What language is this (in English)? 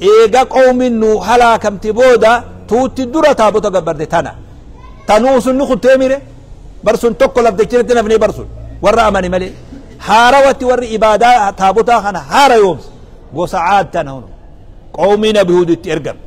Oromo